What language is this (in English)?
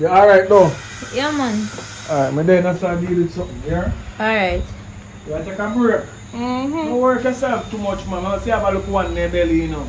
Jamaican Creole English